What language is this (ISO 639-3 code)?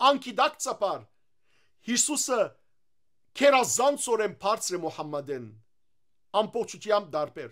hyw